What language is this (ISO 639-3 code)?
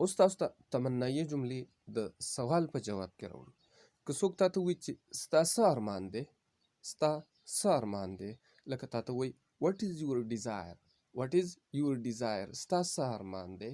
pus